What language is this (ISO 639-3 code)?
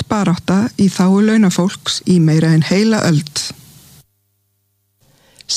isl